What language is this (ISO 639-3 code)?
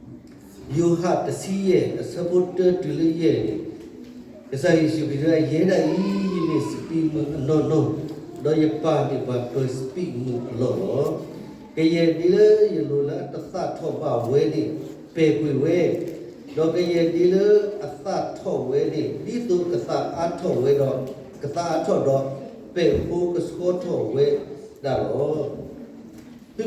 ksw